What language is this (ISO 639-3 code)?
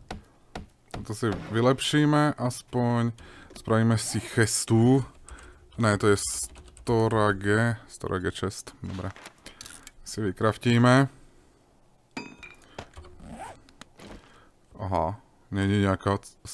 slk